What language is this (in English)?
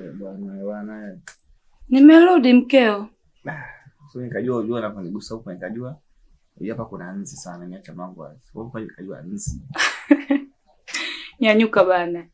Swahili